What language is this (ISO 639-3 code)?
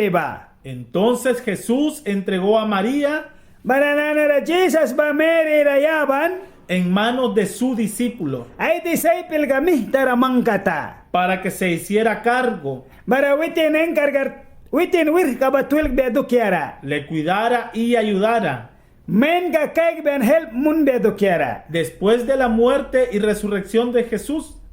miq